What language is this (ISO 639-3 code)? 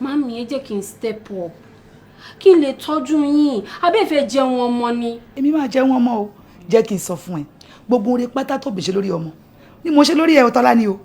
yor